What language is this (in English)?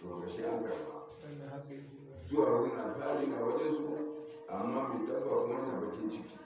Hausa